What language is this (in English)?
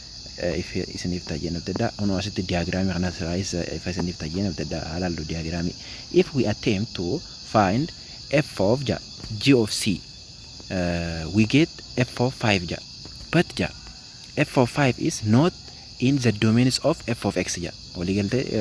Oromo